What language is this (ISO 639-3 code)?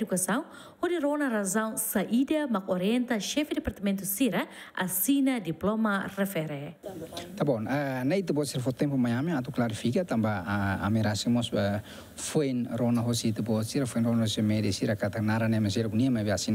tet